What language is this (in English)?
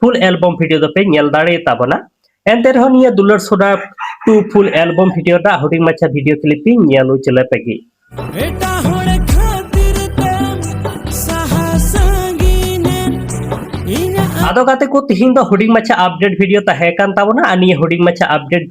Santali